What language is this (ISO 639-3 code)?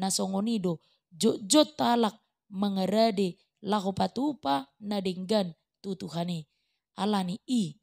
bbc